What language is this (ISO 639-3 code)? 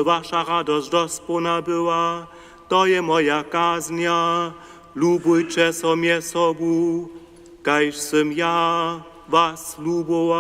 hsb